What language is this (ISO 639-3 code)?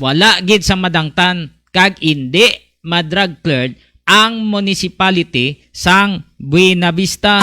hil